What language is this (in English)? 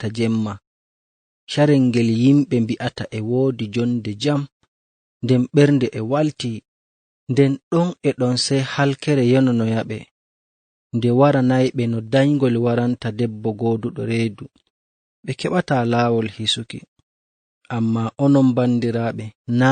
Fula